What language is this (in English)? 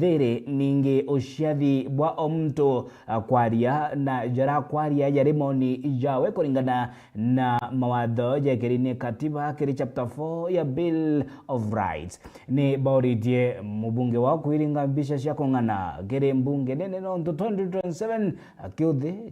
Meru